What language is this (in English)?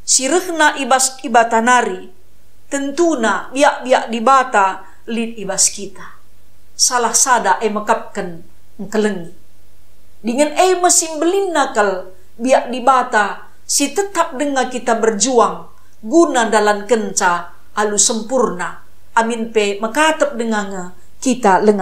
Batak Karo